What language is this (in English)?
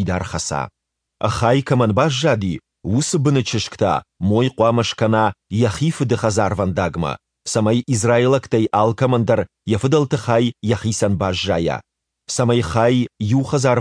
Ossetic